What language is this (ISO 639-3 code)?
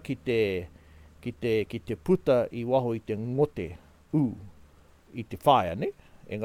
mri